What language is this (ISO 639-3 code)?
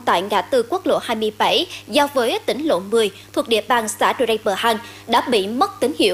vie